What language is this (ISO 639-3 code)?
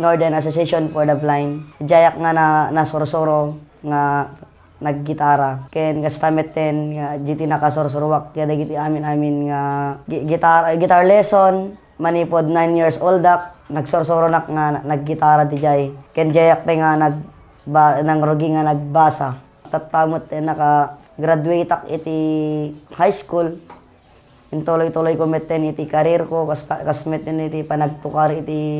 ilo